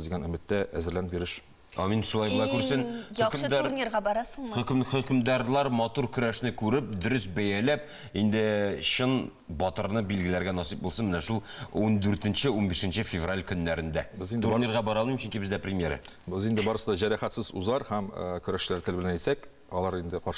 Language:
Tatar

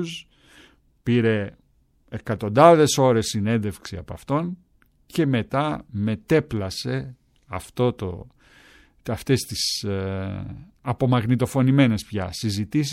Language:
Greek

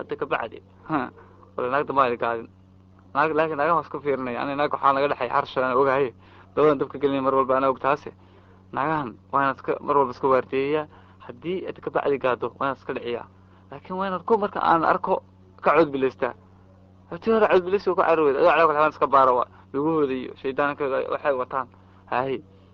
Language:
Somali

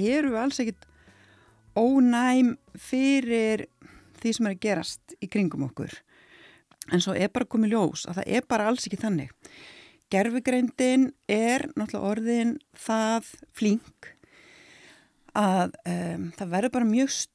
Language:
Icelandic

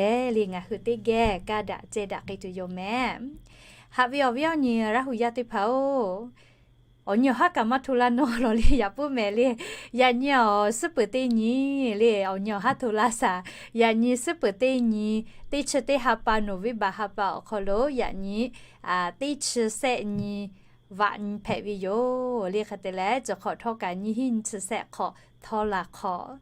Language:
Lahu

